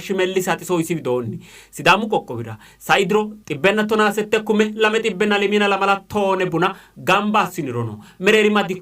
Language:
Sidamo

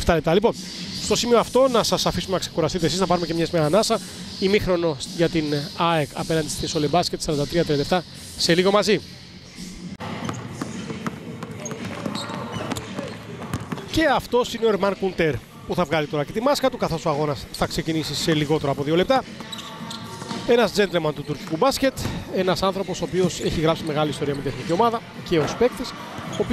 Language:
Greek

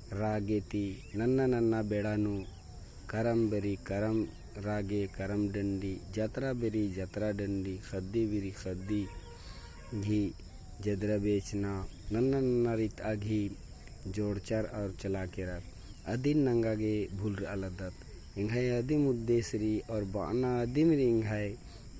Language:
Kurukh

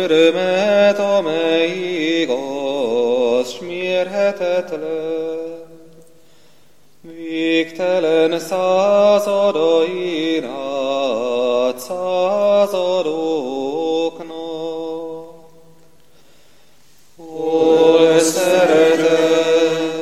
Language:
Hungarian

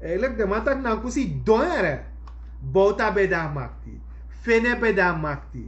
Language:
Sranan Tongo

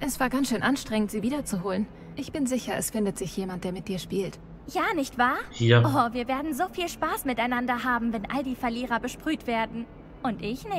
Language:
German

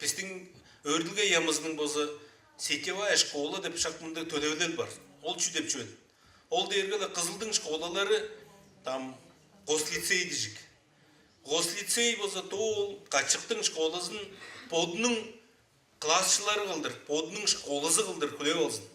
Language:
Tuvinian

